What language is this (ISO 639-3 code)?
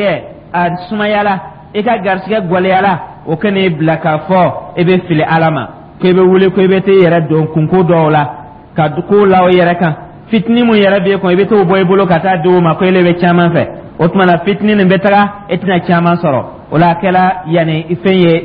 dyu